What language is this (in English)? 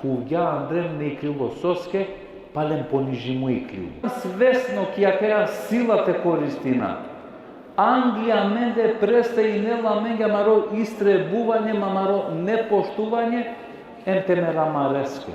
Balkan Romani